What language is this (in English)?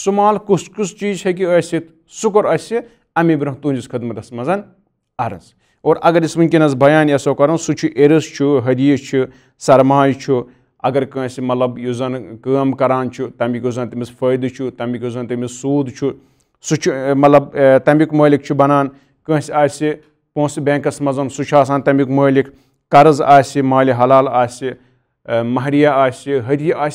Kashmiri